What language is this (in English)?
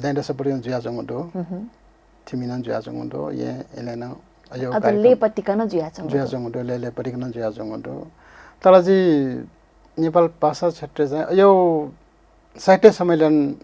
Newari